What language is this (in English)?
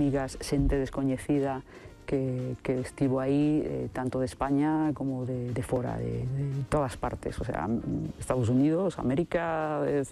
Galician